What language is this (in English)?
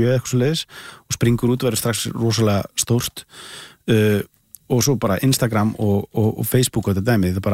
Icelandic